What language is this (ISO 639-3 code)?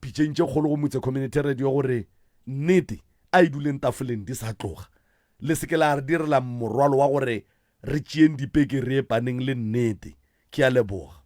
nso